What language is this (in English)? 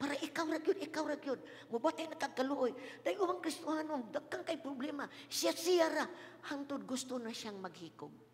Cebuano